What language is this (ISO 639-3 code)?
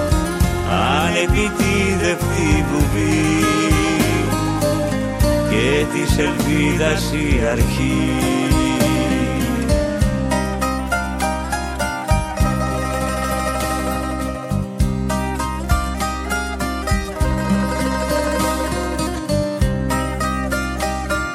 ell